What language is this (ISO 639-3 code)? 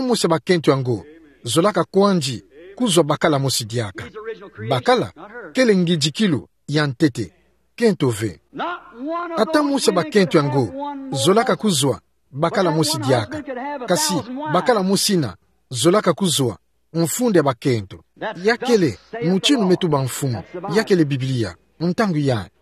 ktu